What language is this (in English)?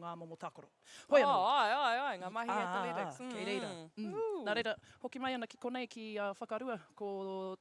Māori